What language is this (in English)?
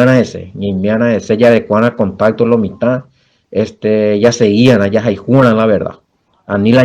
Guarani